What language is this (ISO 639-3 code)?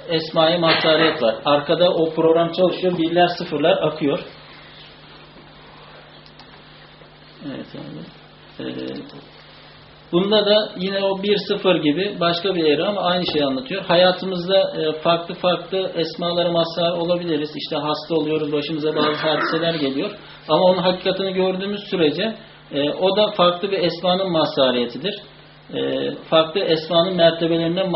tur